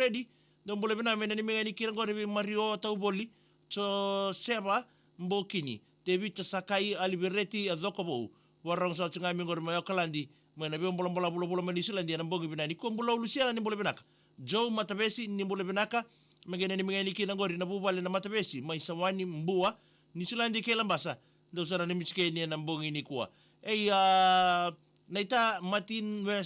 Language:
Fijian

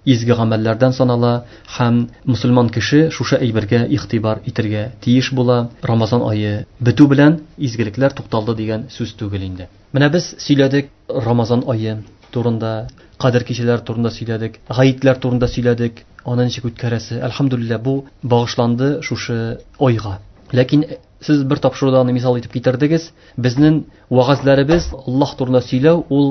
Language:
Tatar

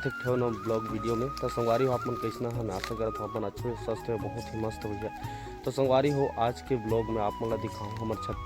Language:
Chhattisgarhi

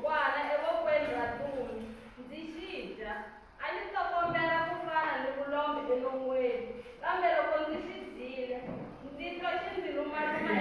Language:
Tsonga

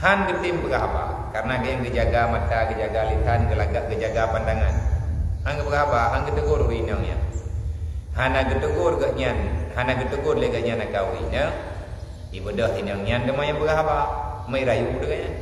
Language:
Achinese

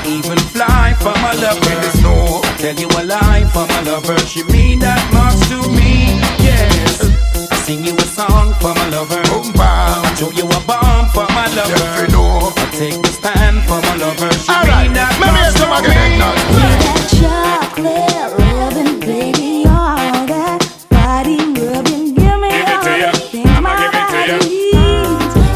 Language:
English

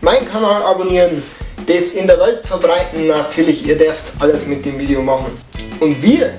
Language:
Bavarian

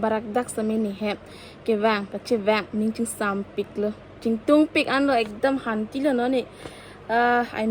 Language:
Karbi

